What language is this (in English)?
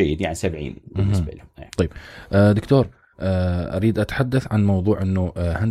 Mesopotamian Arabic